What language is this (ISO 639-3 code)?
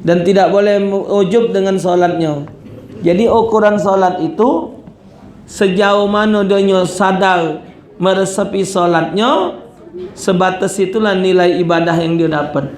mui